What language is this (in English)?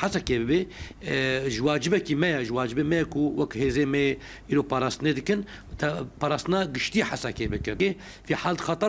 Kurdish